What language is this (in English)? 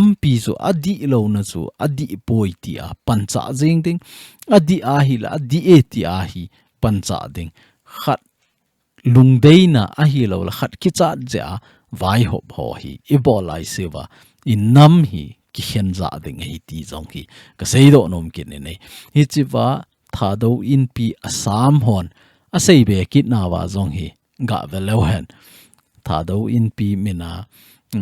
Thado Chin